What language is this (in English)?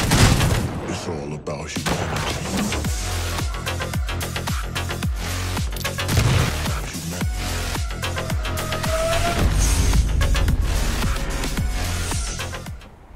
Filipino